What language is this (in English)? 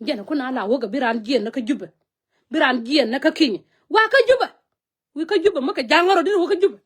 Nuer